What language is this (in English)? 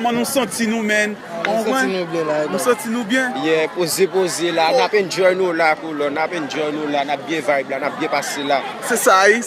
Haitian Creole